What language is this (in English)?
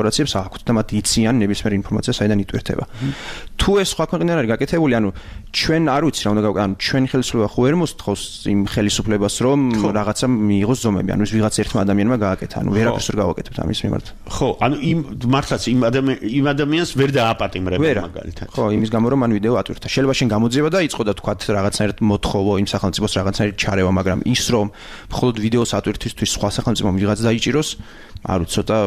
Georgian